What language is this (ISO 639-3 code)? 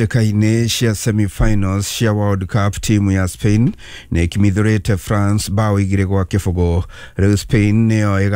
kik